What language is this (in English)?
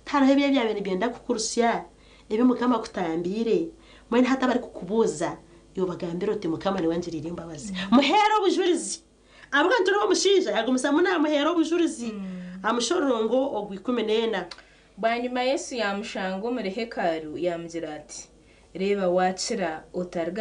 Nyankole